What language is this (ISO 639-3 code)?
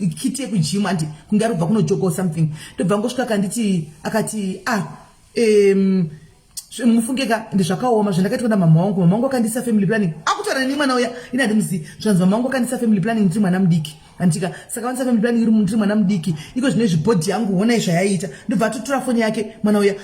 sna